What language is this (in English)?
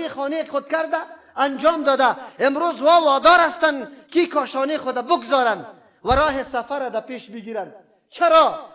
Persian